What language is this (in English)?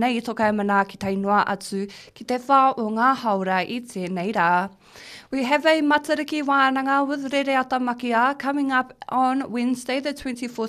Māori